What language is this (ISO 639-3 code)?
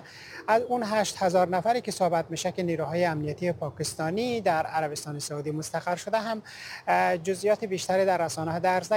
fas